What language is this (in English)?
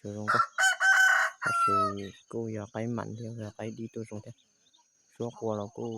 Hmong